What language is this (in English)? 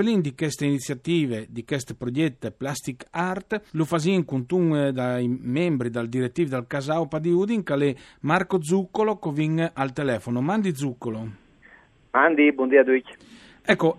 Friulian